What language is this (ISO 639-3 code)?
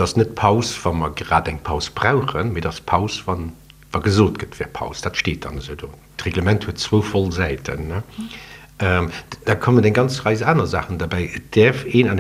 ltz